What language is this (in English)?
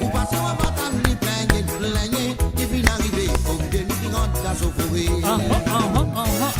Morisyen